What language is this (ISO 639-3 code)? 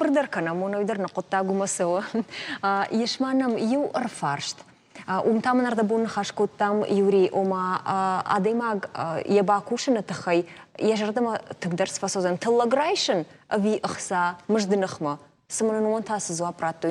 oss